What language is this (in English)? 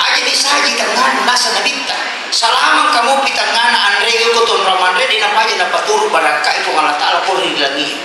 Makasar